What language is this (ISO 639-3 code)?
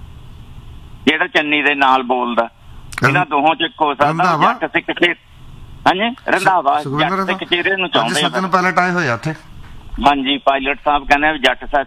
pan